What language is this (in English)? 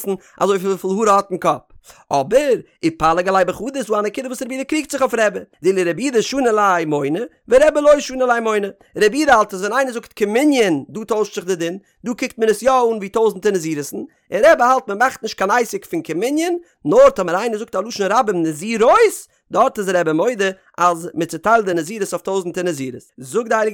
Yiddish